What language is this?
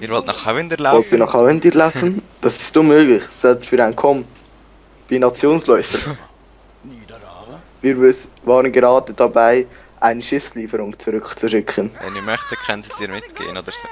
Swiss German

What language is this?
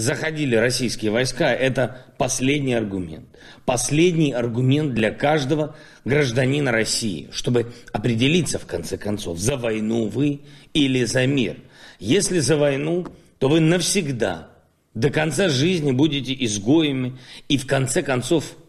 Russian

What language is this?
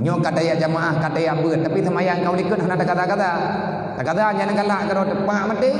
Achinese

